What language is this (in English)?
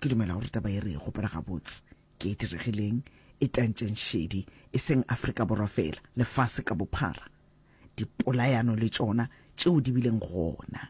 Northern Sotho